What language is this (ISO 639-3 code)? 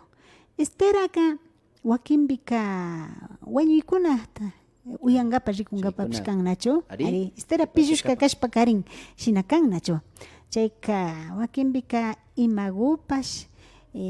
qvi